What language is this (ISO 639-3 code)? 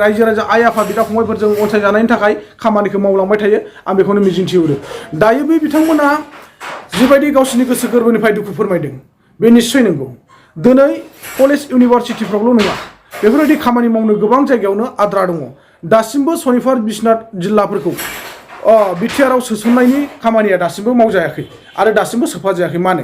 brx